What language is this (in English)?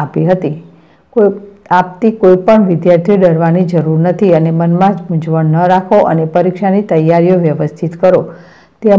Gujarati